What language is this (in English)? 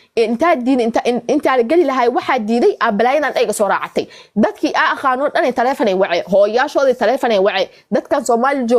Somali